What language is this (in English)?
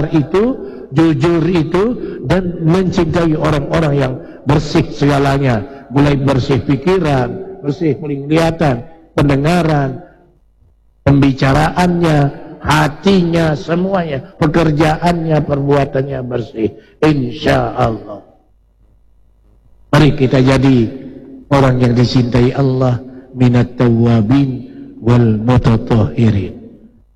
Indonesian